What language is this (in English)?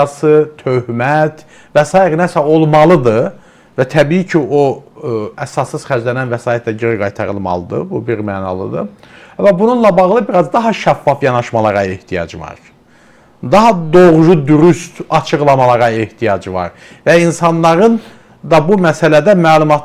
Azerbaijani